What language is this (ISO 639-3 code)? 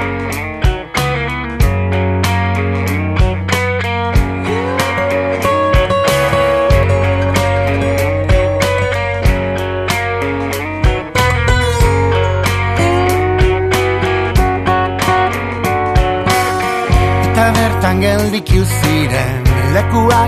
eus